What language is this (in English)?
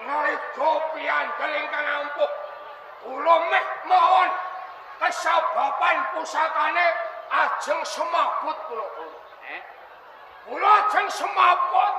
Javanese